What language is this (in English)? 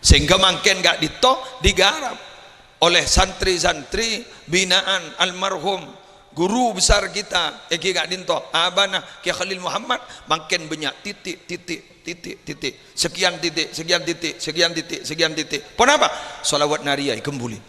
Madurese